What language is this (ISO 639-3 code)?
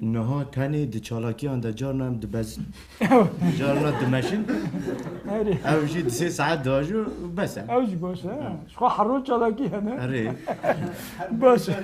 kur